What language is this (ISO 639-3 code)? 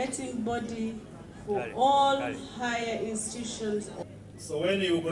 nyn